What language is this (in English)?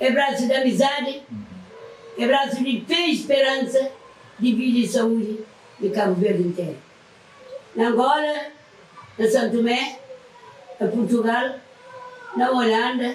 Kabuverdianu